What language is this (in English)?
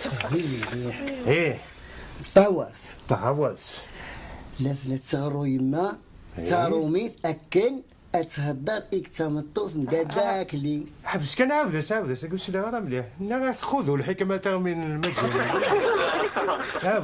Kabyle